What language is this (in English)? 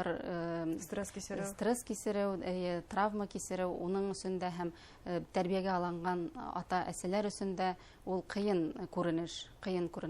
Bashkir